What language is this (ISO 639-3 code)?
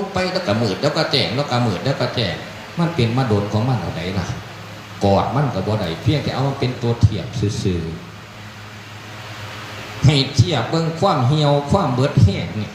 tts